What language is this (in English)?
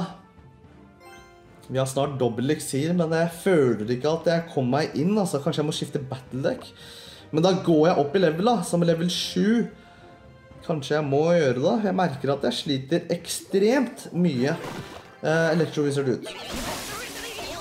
Norwegian